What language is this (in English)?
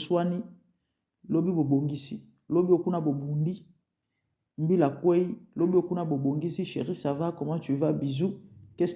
Lingala